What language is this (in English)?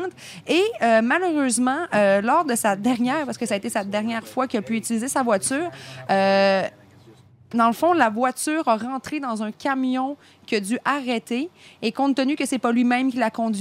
French